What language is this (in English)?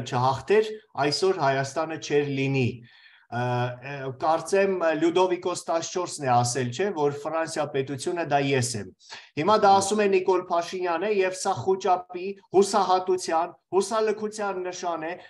Armenian